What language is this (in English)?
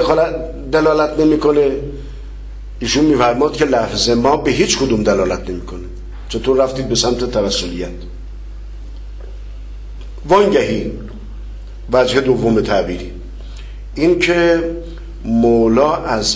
Persian